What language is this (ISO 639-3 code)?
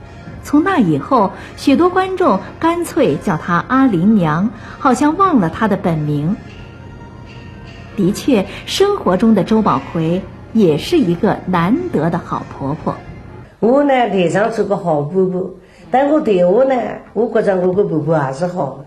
wuu